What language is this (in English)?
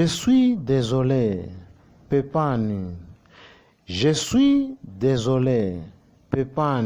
Nyanja